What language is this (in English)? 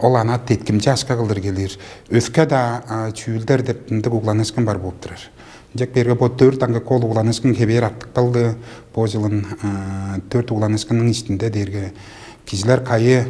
Tuvinian